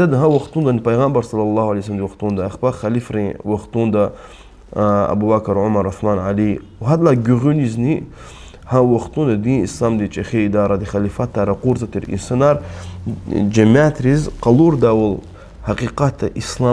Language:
Lezghian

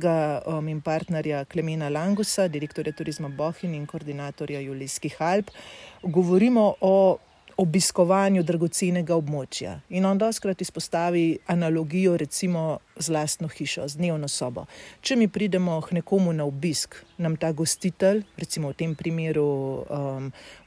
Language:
Slovenian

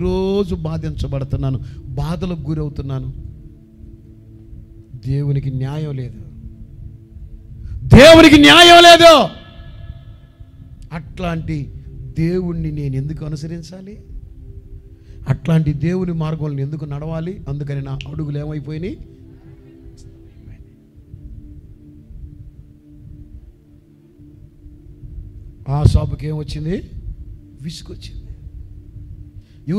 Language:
Telugu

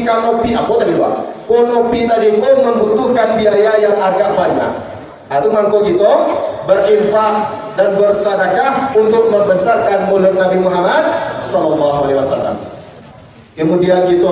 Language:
Minangkabau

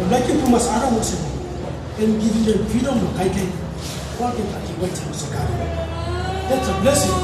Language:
Tok Pisin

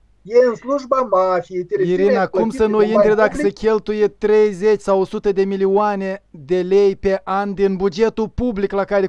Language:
Romanian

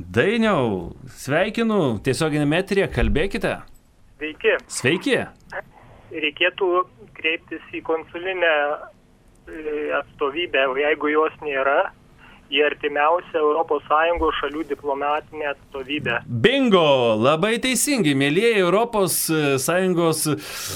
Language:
Lithuanian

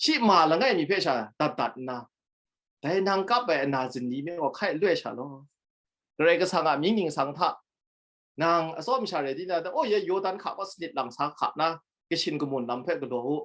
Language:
Kachin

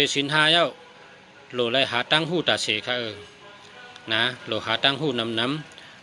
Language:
Shan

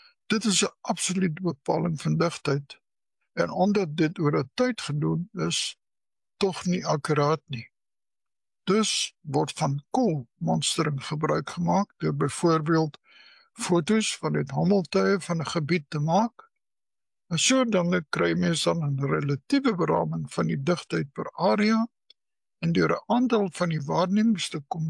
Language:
Afrikaans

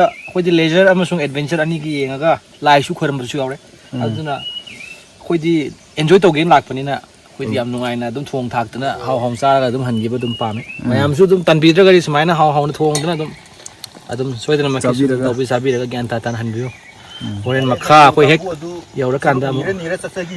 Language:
Manipuri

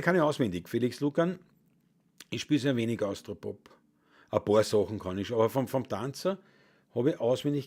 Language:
Bavarian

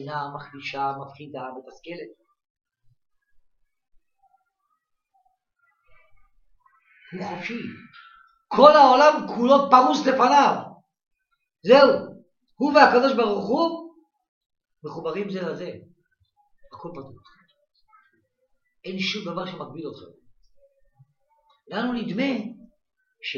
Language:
Hebrew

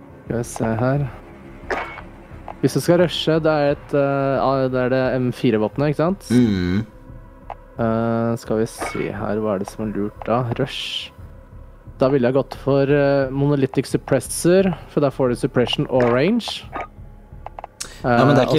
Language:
Norwegian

